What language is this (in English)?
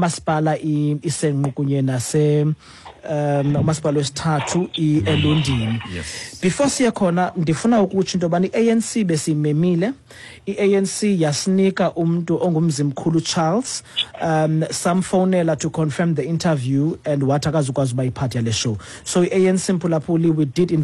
Xhosa